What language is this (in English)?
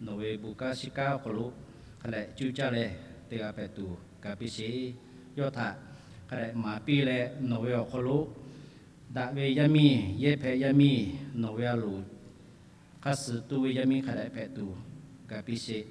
Lahu